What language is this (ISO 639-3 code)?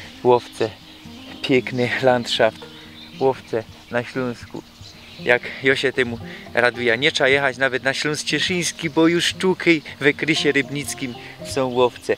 szl